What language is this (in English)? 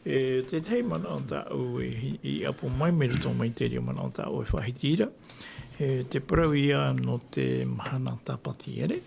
Tahitian